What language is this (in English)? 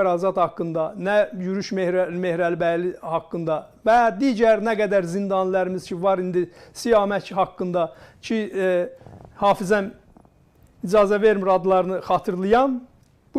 South Azerbaijani